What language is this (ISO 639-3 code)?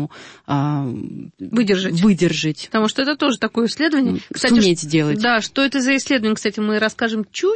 rus